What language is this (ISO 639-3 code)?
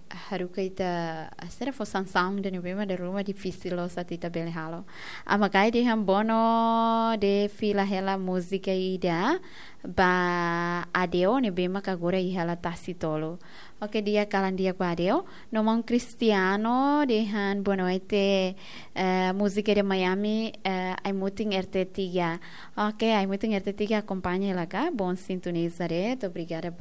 tet